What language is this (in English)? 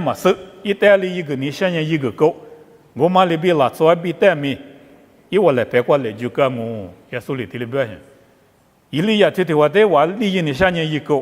Lisu